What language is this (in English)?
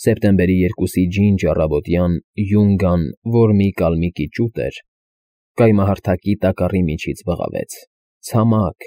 Armenian